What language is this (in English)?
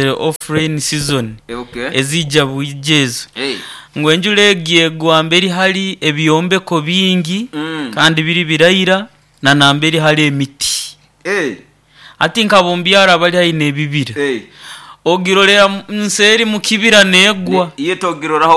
Nyoro